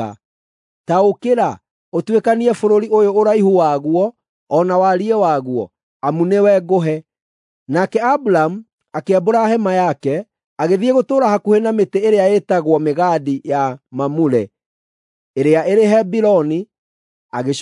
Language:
Kikuyu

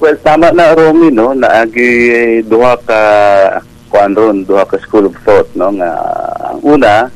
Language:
Cebuano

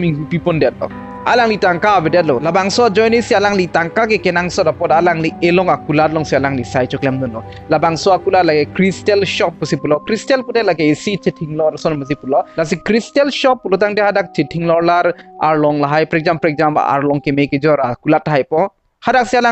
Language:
Karbi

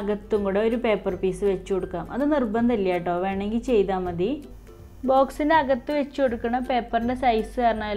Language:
Malayalam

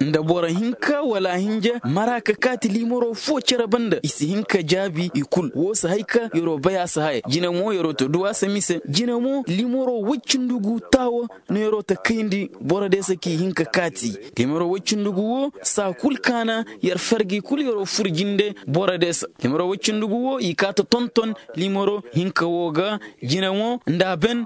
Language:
Koyraboro Senni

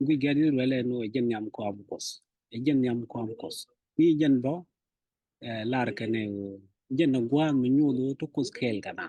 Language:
Nuer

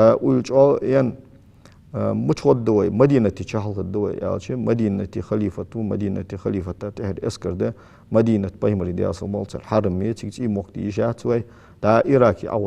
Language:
Ingush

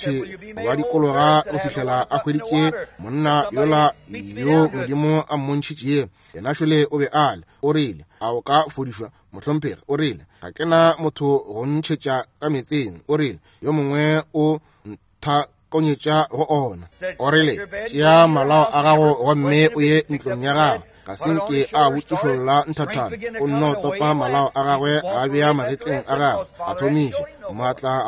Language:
Northern Sotho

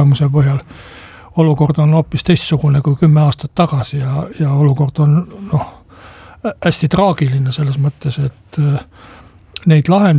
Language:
Estonian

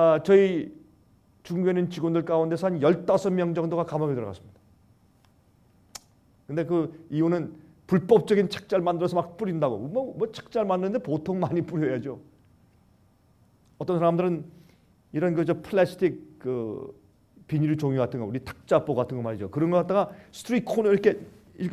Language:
Korean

